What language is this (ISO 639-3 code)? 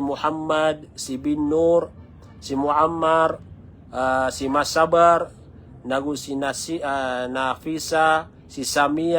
mrw